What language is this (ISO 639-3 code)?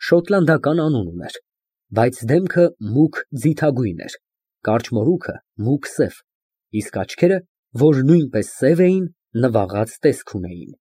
hye